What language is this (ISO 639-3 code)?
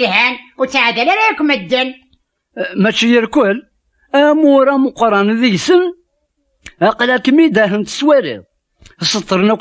kab